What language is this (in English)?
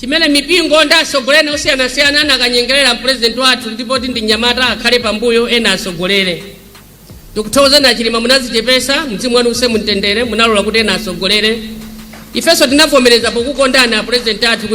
Nyanja